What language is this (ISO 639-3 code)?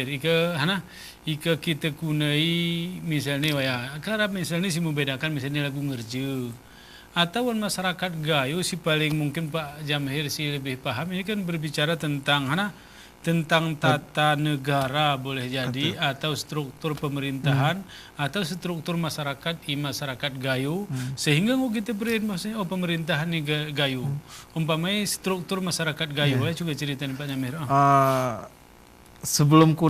gay